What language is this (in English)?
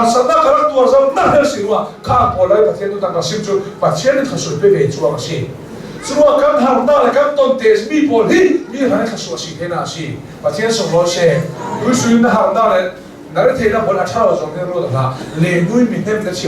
Hakha Chin